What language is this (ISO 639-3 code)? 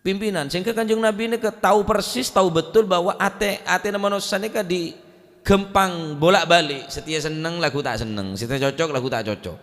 mad